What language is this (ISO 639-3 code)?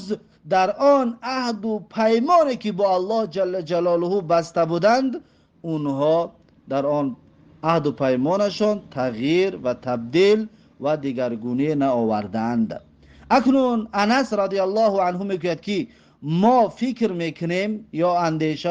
tgk